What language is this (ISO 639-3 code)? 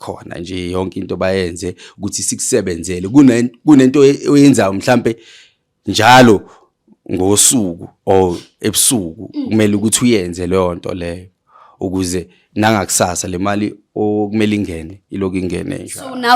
zul